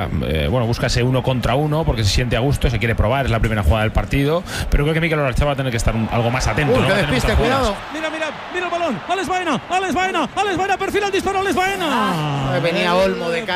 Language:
Spanish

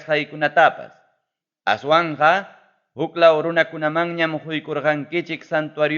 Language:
Ayacucho Quechua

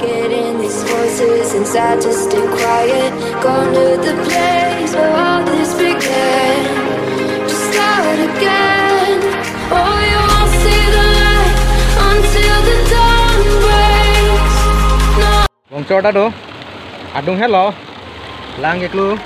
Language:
Karbi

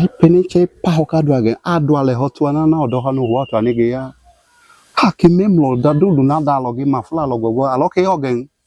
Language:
Idoma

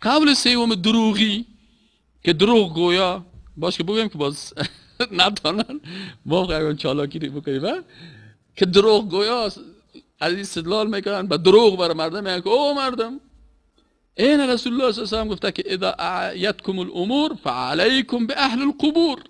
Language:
Persian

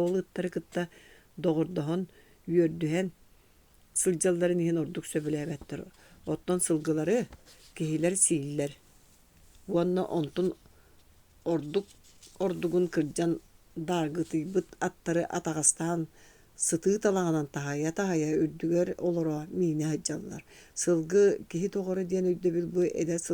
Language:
Yakut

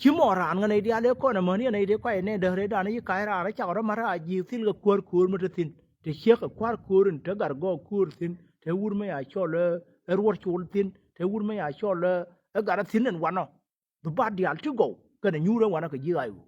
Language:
Nuer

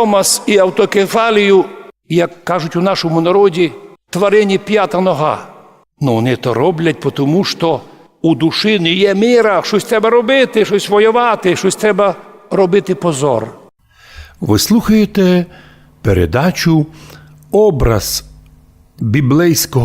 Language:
Rusyn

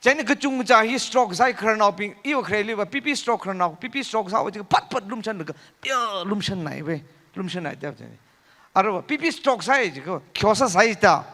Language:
Tangkhul Naga (India)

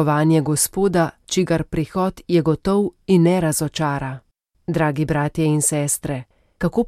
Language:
Slovenian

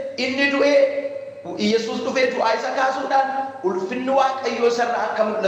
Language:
Oromo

